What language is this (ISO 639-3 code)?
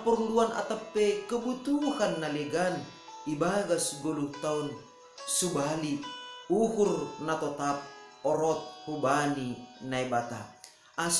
bts